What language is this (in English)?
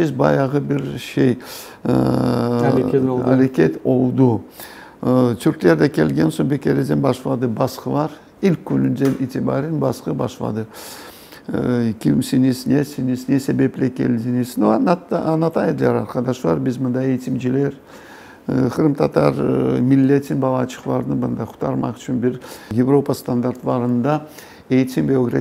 Crimean Tatar